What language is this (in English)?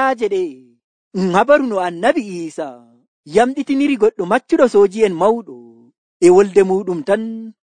Nigerian Fulfulde